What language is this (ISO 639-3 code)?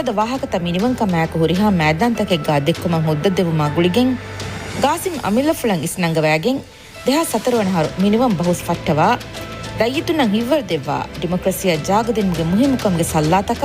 div